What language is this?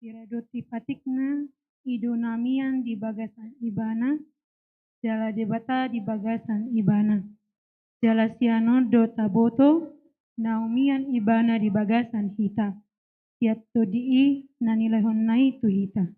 Batak Toba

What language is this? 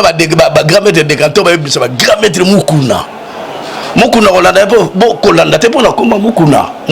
Lingala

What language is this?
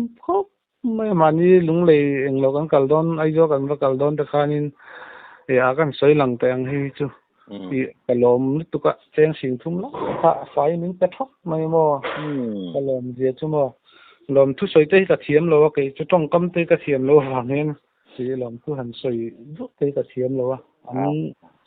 Mizo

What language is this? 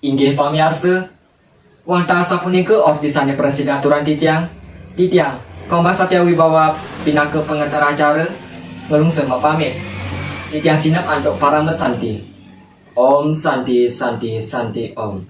Balinese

